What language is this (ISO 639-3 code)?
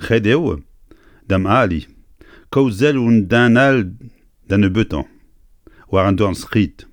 bre